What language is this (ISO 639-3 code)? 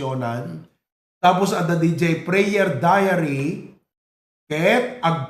ilo